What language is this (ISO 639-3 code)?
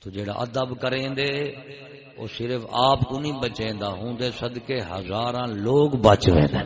skr